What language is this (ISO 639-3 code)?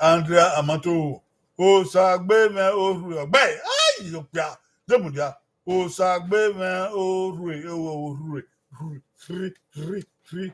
bin